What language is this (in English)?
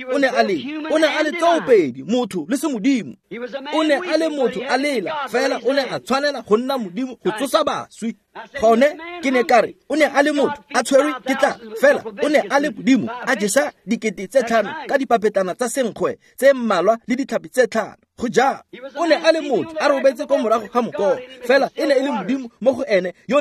Tswana